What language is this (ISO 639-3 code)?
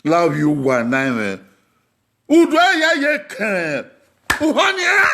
bin